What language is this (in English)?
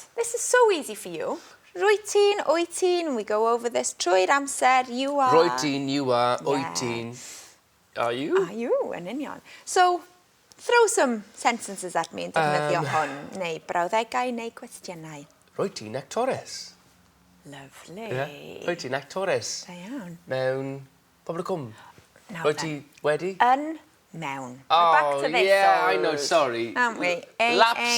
Welsh